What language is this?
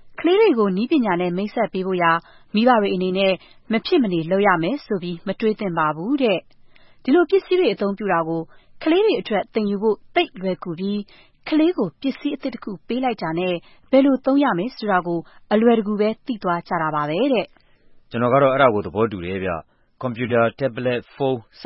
Burmese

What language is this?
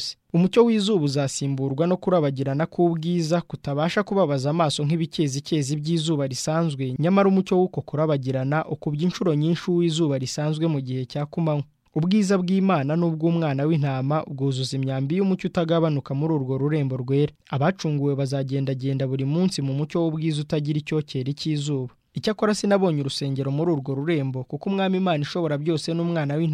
Kinyarwanda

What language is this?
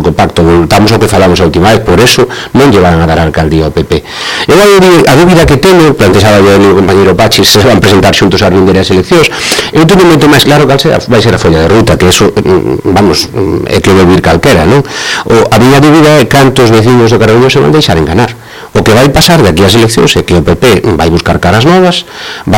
Galician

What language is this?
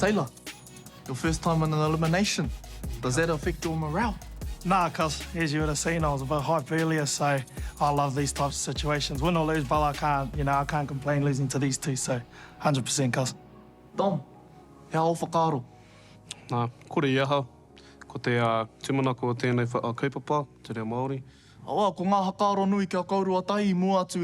Māori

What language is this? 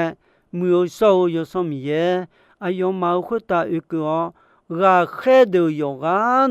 Akha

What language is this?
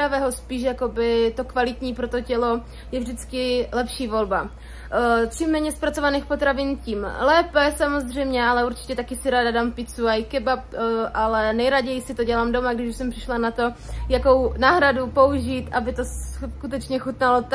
Czech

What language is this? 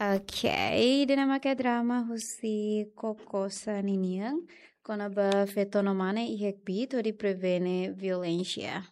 Tetum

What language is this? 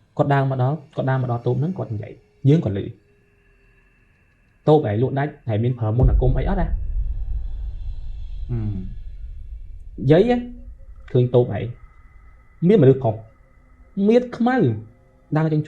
Khmer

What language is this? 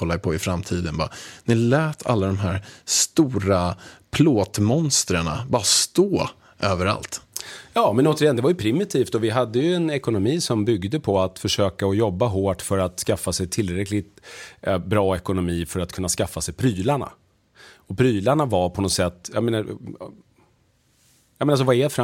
Swedish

